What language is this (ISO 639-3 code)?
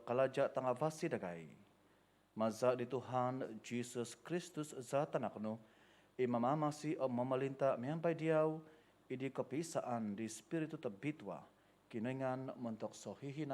dtp